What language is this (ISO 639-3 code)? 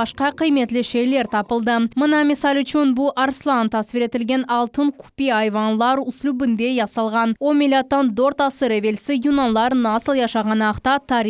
crh